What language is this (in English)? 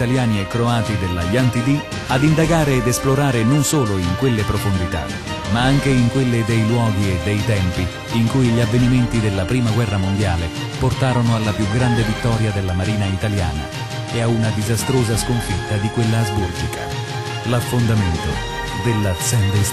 Italian